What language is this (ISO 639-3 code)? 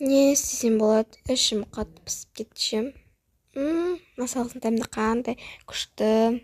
kaz